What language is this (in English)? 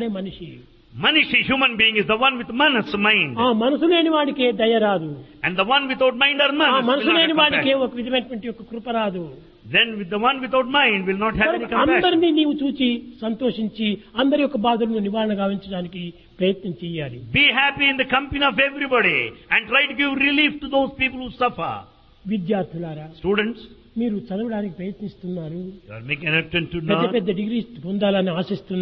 Telugu